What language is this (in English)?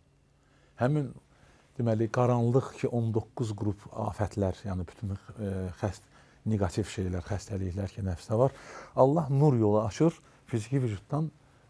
Azerbaijani